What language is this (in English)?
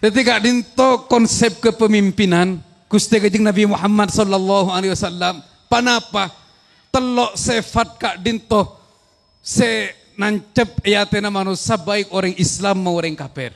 Madurese